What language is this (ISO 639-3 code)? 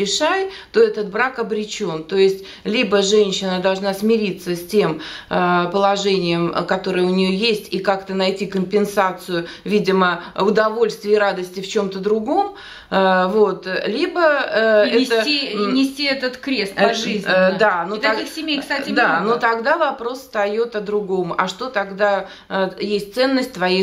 rus